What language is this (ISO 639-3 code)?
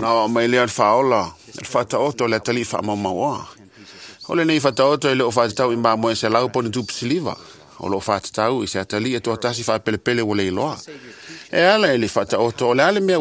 smo